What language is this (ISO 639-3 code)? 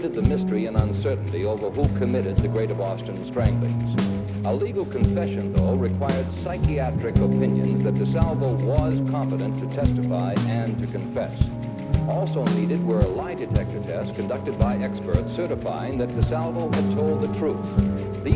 eng